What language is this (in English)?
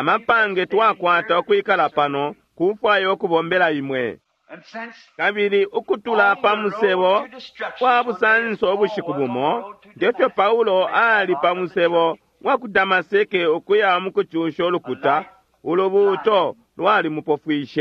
Bemba